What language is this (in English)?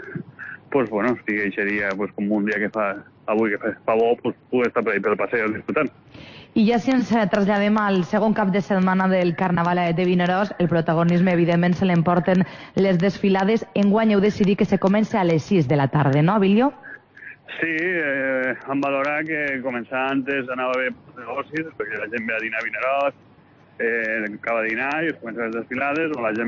Catalan